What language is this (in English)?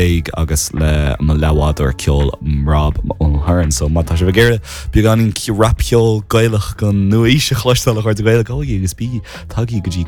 Irish